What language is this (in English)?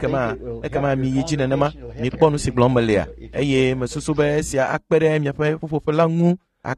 Ewe